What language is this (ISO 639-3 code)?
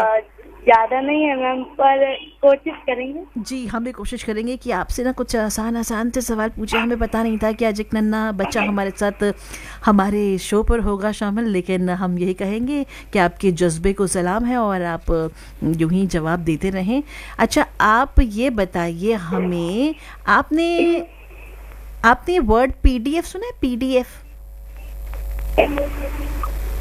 hin